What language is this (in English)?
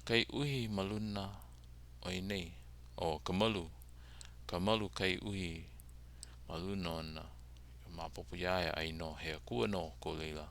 Hawaiian